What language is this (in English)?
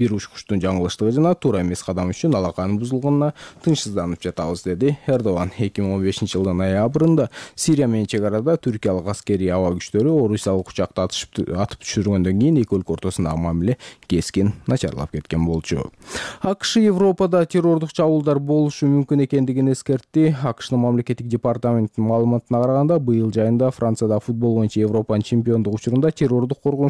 Kyrgyz